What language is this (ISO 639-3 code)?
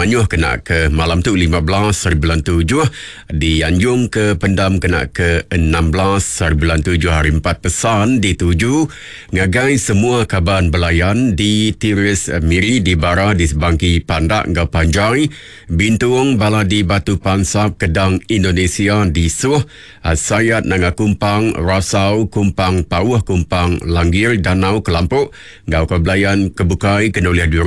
iba